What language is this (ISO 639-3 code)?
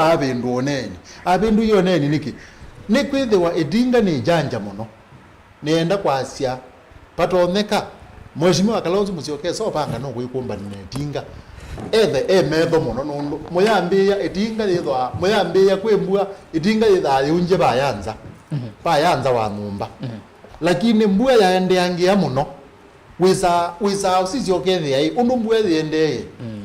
kam